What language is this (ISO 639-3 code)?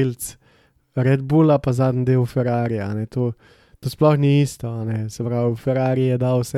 slv